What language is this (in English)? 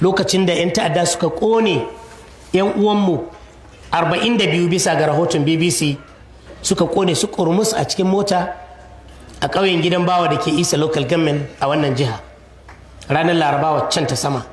Hausa